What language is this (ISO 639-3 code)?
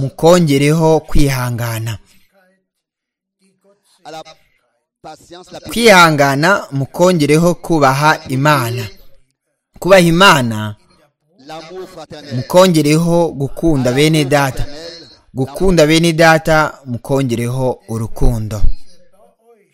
kin